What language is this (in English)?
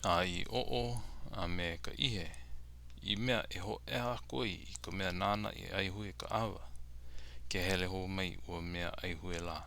Hawaiian